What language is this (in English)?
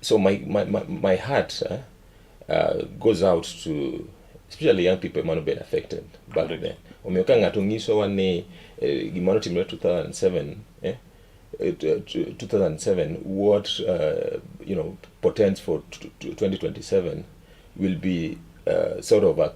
Luo (Kenya and Tanzania)